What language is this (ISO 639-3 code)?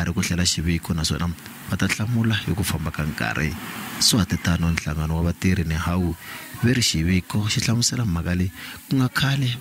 tso